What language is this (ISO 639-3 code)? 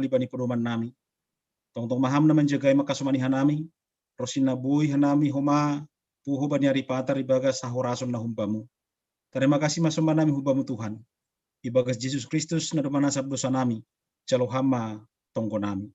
bts